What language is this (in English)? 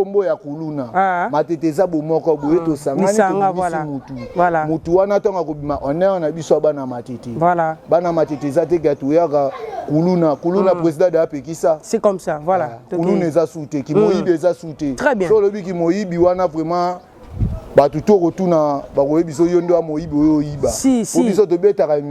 Lingala